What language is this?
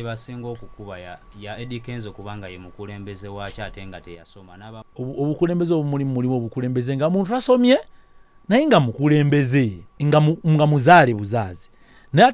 Ganda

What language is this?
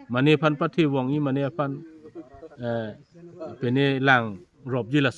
Karbi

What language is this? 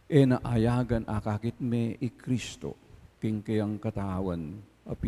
Pampanga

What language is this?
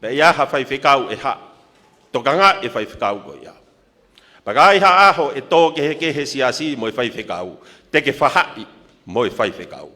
Tongan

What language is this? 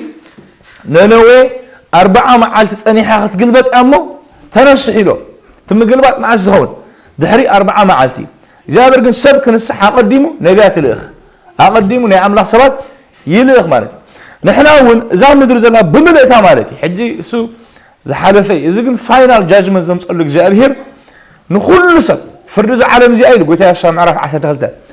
Tigrinya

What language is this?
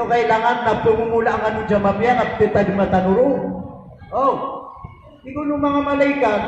Maranao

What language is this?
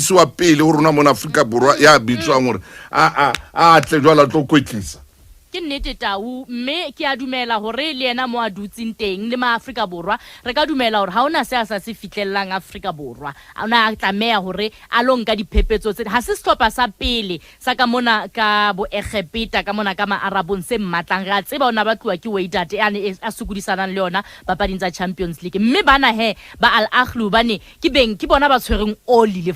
Southern Sotho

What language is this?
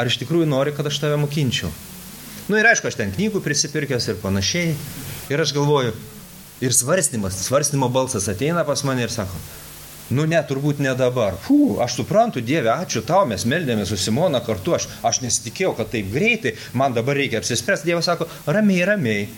Lithuanian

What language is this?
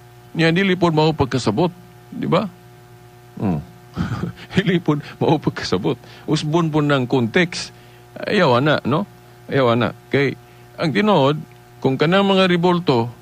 Cebuano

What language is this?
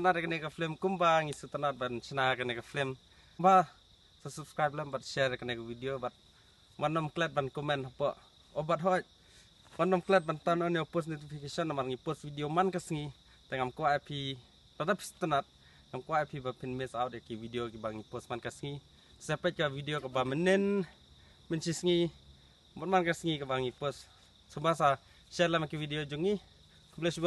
Khasi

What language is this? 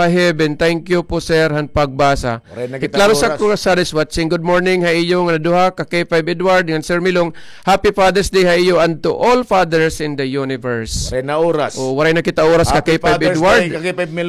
Waray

